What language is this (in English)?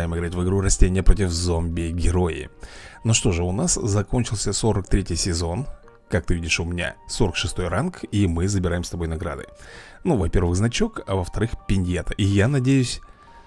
Russian